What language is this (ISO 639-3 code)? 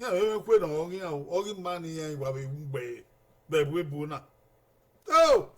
bin